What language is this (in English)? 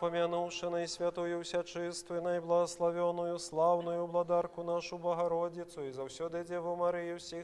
Belarusian